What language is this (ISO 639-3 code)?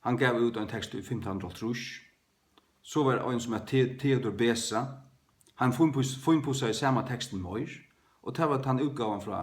fao